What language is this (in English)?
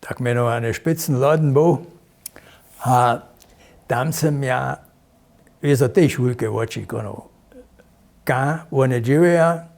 Upper Sorbian